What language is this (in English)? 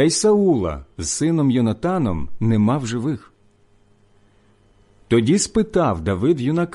Ukrainian